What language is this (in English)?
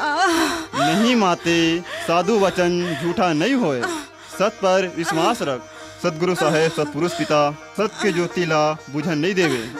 Chhattisgarhi